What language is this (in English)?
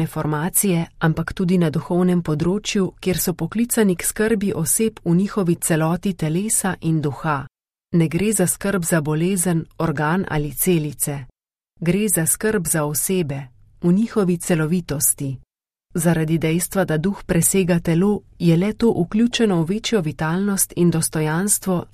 Slovenian